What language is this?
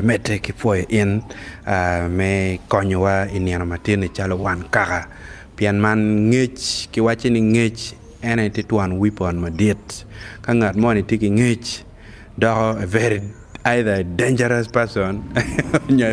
Acoli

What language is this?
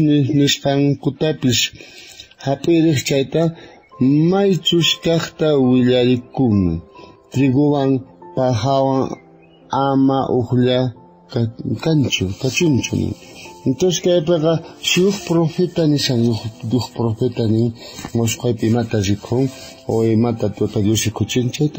South Bolivian Quechua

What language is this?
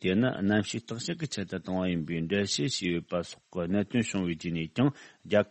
Tibetan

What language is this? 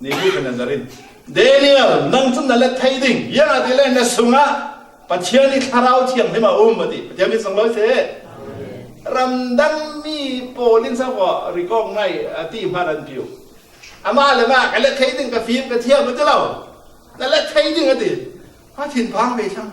Falam Chin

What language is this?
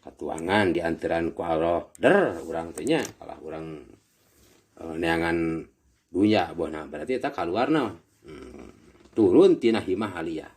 Sundanese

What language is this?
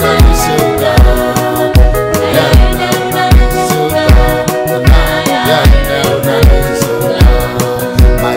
Swahili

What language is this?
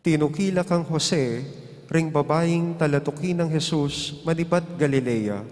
Pampanga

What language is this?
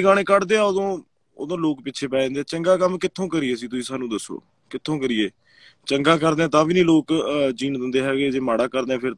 Punjabi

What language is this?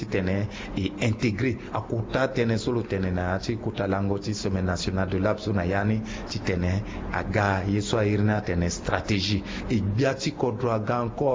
Sango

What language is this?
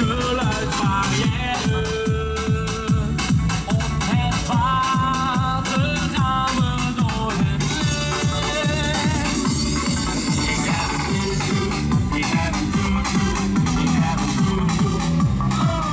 Dutch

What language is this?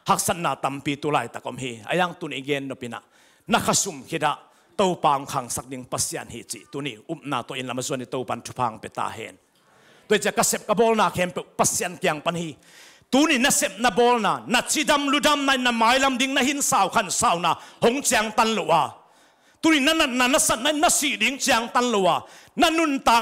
Tedim Chin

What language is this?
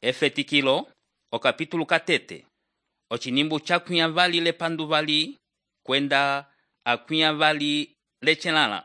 Umbundu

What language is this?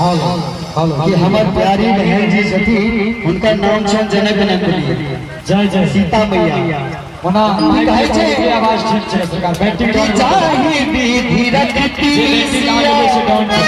Maithili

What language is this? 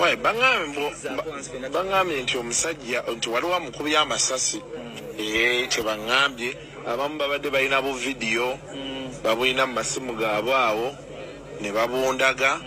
Ganda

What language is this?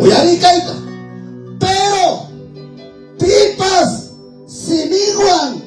Ayacucho Quechua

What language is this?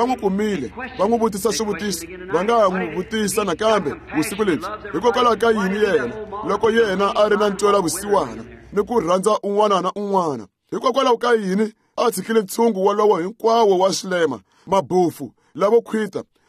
Tsonga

